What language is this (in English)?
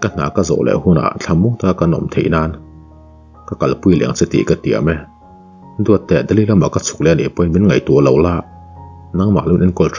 Mizo